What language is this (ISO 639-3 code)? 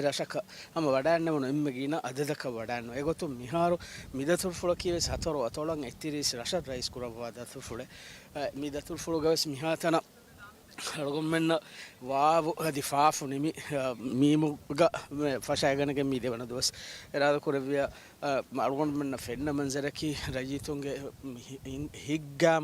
div